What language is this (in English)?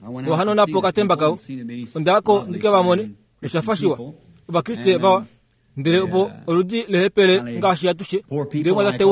Kuanyama